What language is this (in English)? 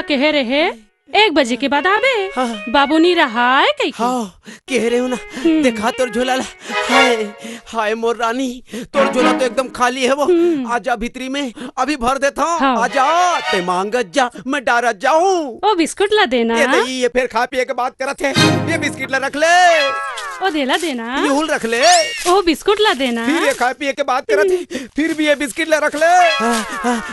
Chhattisgarhi